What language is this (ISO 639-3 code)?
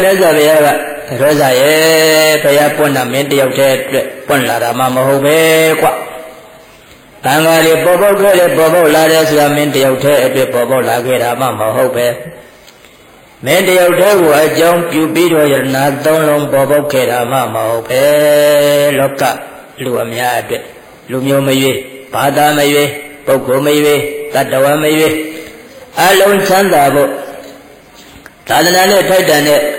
mya